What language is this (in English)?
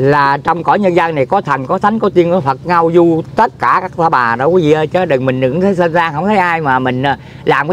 Vietnamese